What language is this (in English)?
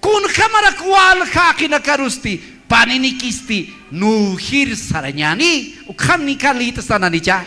Aymara